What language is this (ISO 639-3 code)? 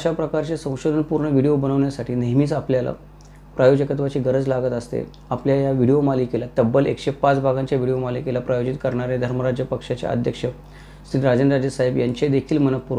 mar